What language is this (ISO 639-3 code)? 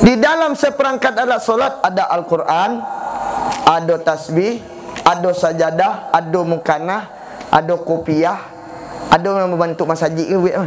min